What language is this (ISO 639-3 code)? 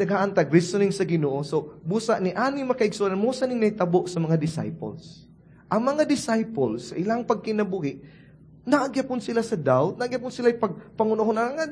ceb